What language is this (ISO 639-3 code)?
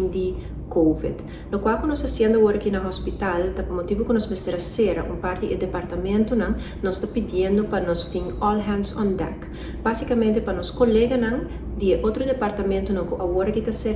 pap